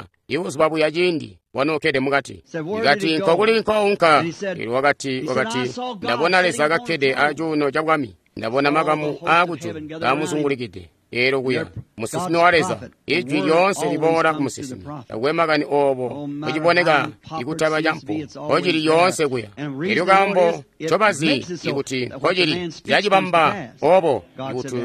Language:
Tonga (Zambia)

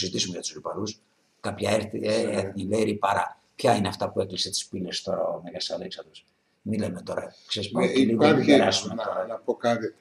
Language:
Greek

